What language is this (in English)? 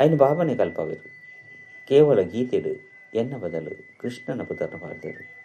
Tulu